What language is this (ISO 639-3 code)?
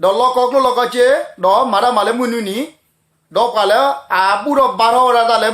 ksw